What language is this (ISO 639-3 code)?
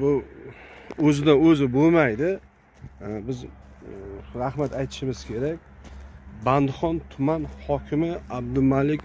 uzb